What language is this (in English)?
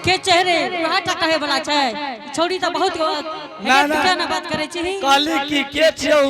Angika